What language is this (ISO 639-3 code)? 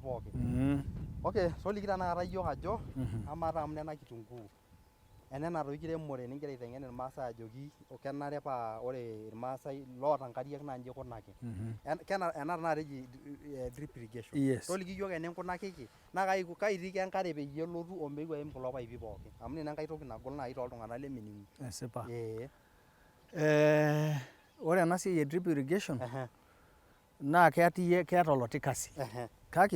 mas